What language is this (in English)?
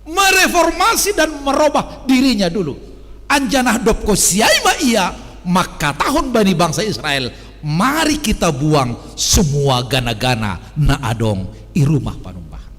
Batak Simalungun